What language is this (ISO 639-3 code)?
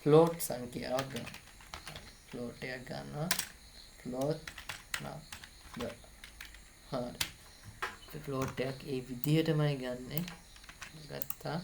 sin